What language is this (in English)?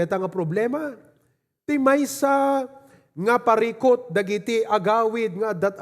Iloko